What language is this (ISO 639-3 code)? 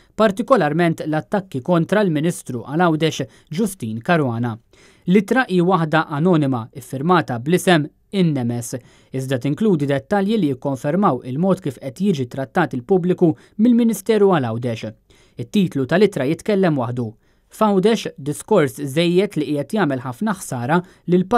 mlt